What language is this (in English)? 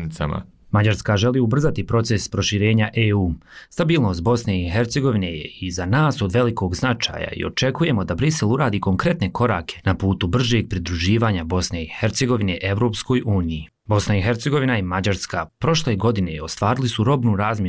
Bosnian